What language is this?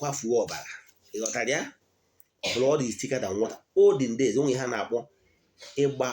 Igbo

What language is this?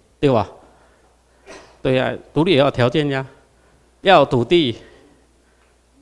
Chinese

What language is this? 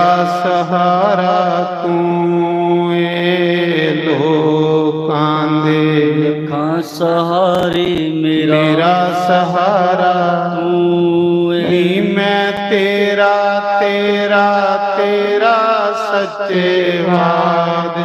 Dogri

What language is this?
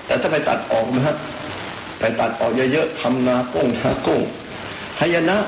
Thai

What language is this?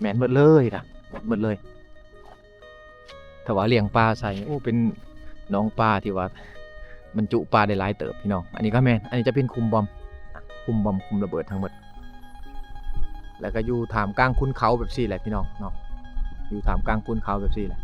Lao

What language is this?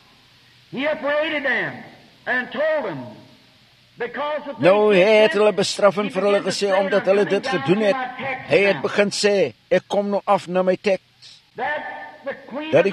Afrikaans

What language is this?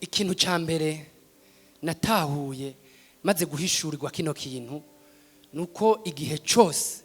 Rundi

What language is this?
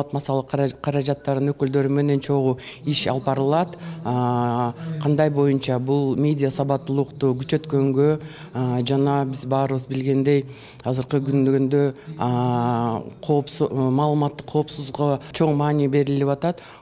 Kyrgyz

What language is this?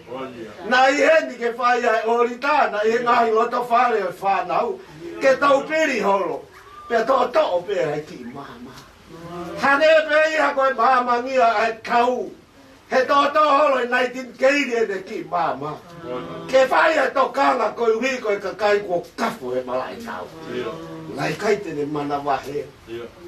Tongan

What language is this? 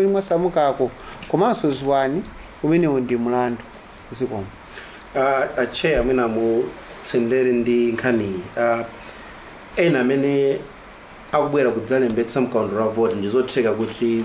Nyanja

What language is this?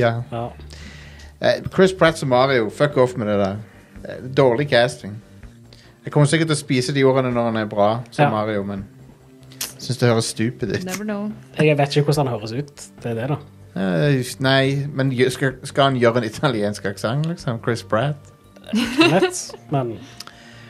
Norwegian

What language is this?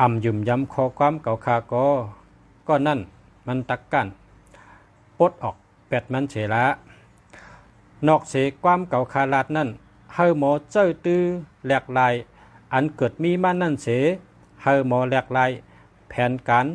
Shan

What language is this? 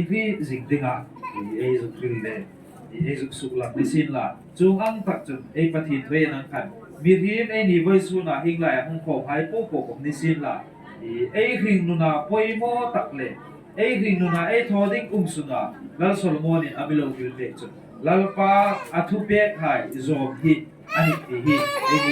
Hmar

